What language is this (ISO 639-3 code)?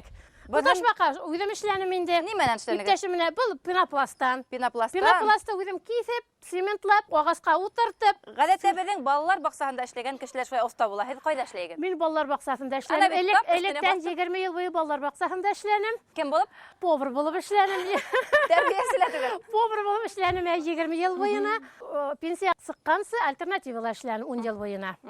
bak